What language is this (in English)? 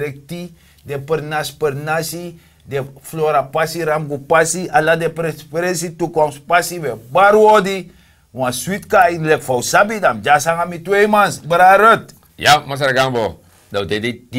Sranan Tongo